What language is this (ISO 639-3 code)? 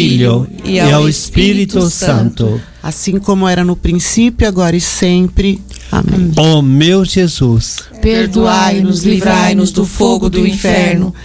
por